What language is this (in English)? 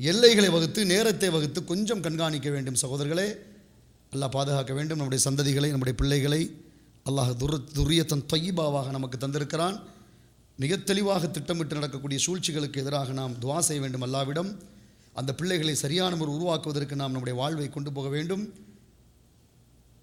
Tamil